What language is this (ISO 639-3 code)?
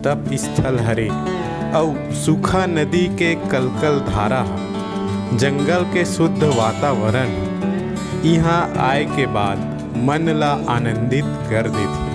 hne